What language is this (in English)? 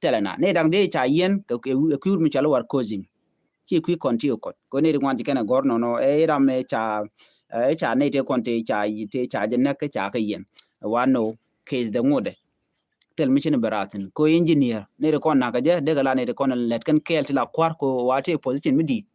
Nuer